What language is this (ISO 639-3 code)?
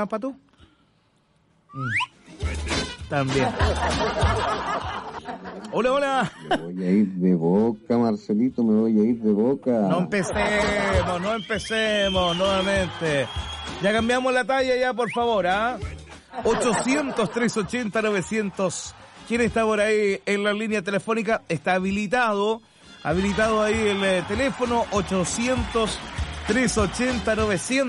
spa